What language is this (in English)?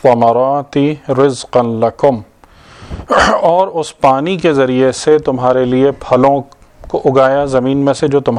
Urdu